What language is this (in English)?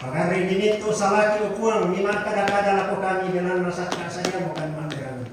Toraja-Sa'dan